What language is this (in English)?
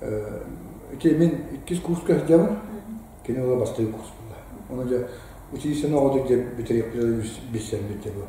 Yakut